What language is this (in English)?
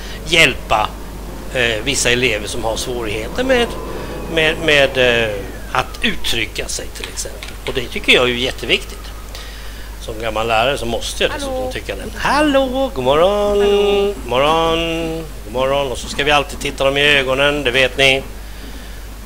Swedish